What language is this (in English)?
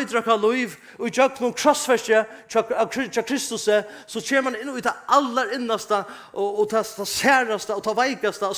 Faroese